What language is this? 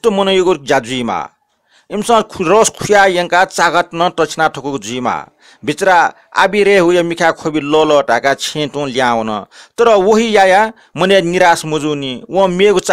Newari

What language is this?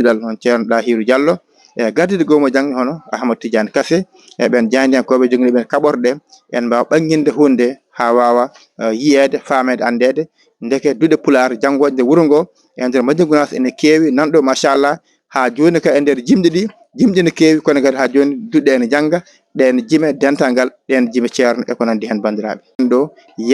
Fula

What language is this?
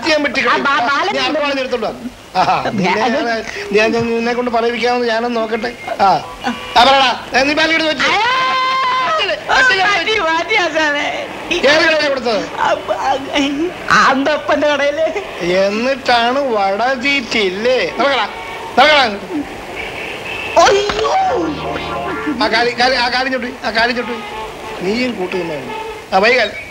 Malayalam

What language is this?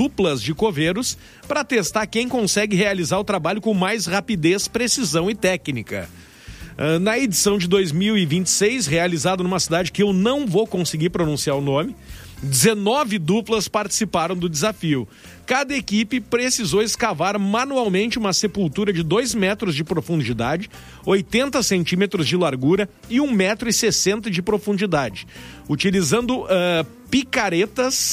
Portuguese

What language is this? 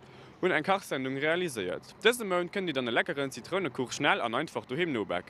Luxembourgish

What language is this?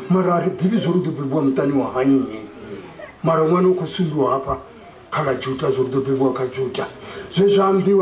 Venda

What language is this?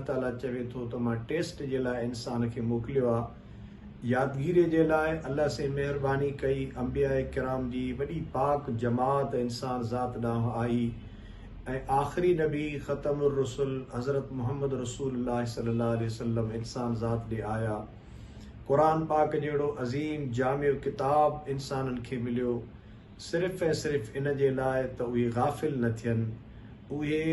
Sindhi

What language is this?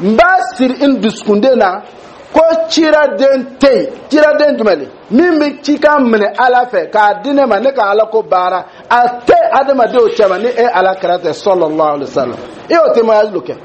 Dyula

